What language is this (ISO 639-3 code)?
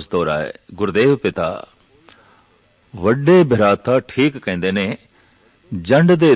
pan